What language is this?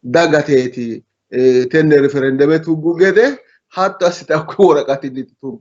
Sidamo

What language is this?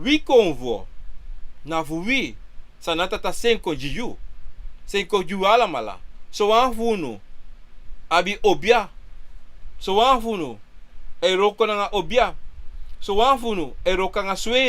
Sranan Tongo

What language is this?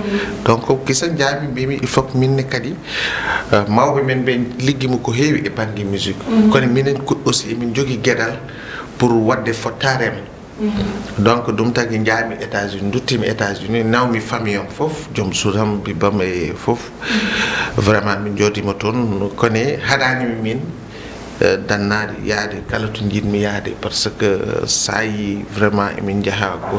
Fula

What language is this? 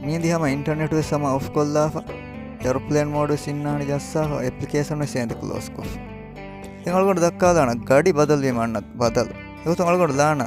Divehi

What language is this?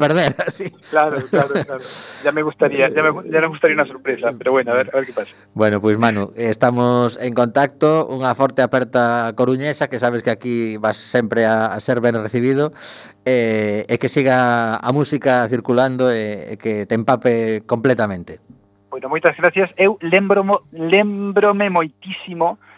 Galician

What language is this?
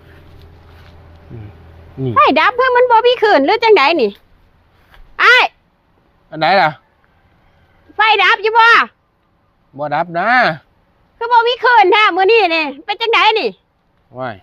Northeastern Thai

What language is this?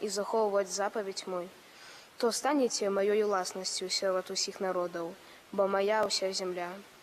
Belarusian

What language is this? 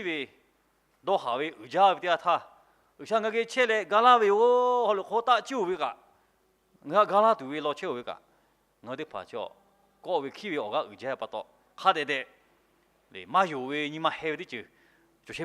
Lahu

